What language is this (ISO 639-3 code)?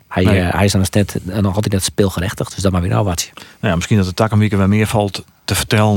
fry